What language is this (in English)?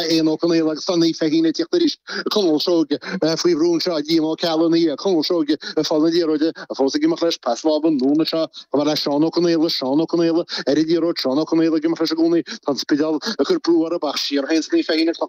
Irish